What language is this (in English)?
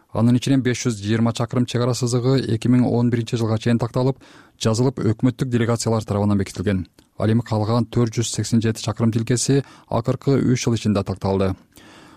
Kyrgyz